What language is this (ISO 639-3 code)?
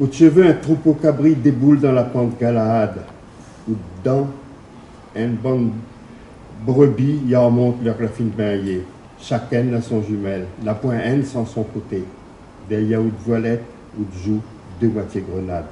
rcf